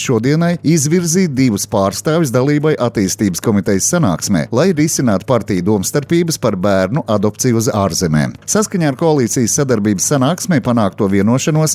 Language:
Latvian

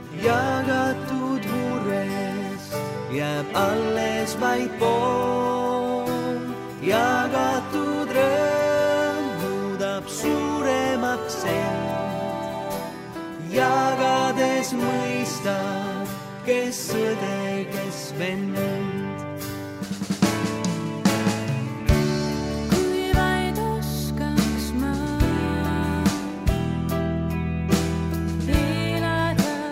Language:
Estonian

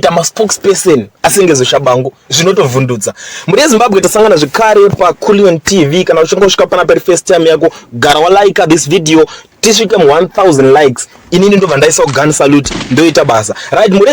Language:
Shona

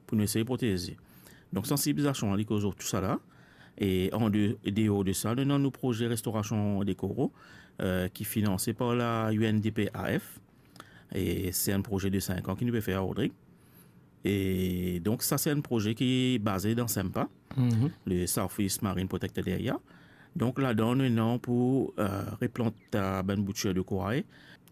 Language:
Morisyen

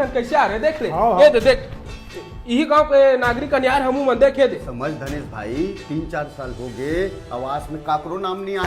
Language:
Chhattisgarhi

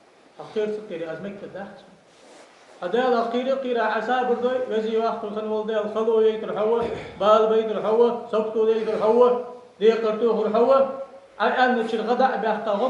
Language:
Ingush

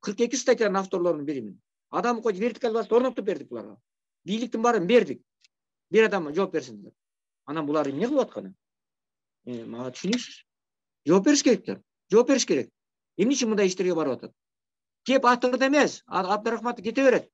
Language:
Kyrgyz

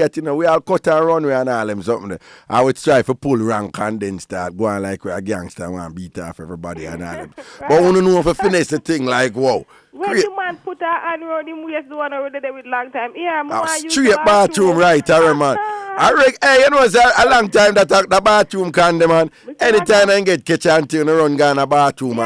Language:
Jamaican Creole English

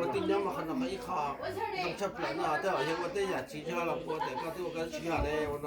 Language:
Hmong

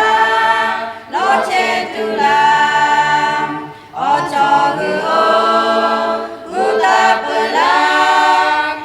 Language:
Lahu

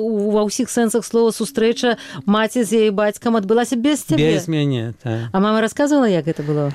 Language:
Belarusian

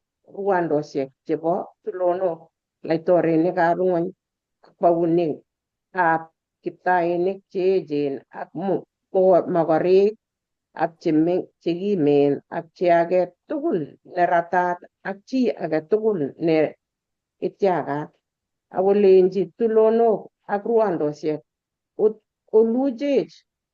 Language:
Kalenjin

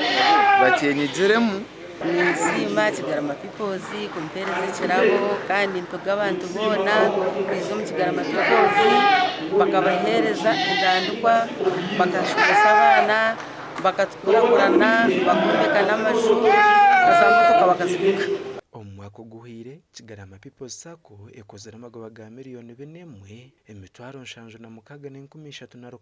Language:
Nyankole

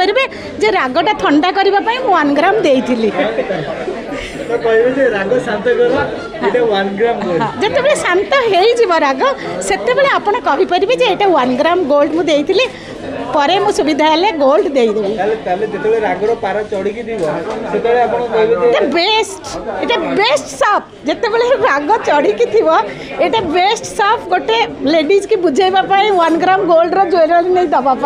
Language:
Odia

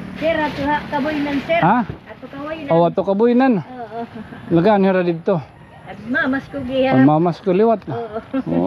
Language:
Waray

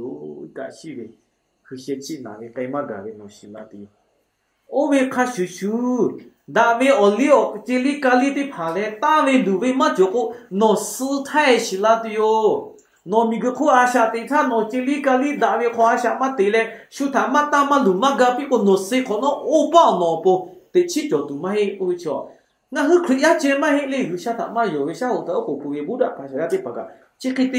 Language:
Lahu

